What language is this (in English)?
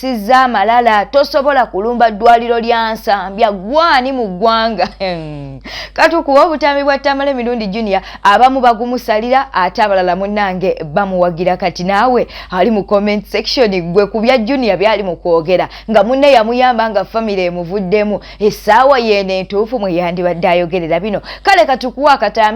Ganda